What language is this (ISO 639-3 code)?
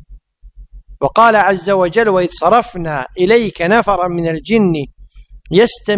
ara